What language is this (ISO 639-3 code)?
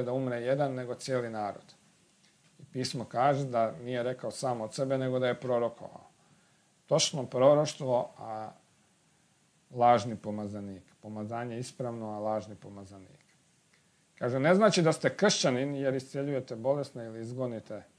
hrv